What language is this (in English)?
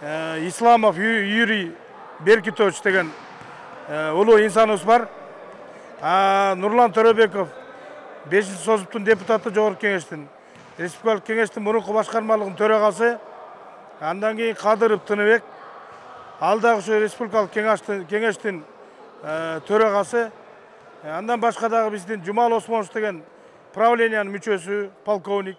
Kyrgyz